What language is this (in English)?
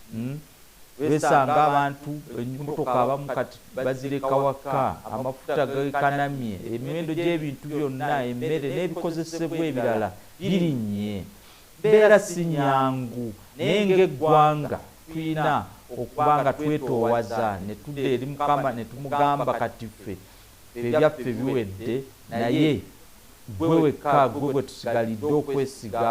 Ganda